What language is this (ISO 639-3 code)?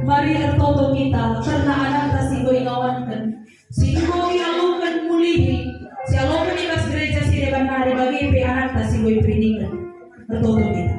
btx